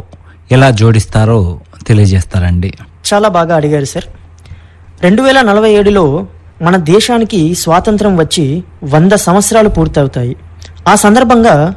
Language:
Telugu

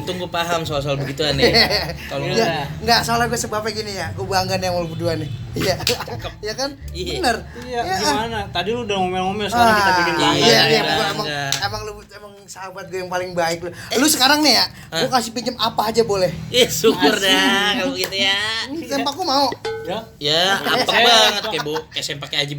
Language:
Betawi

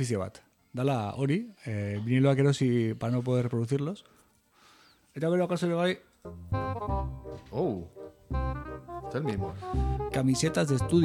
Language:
Basque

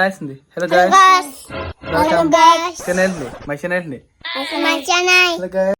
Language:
Kok Borok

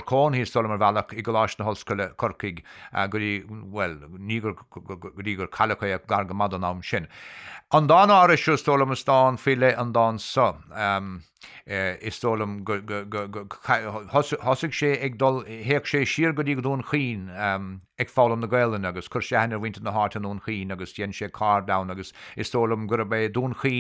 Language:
Irish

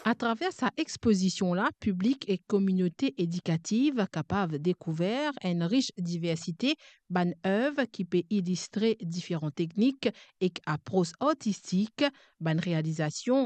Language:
Morisyen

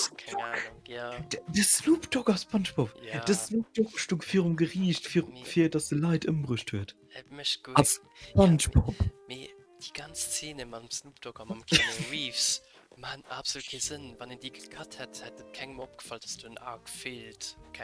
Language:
Luxembourgish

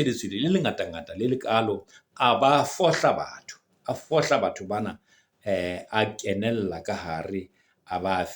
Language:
Southern Sotho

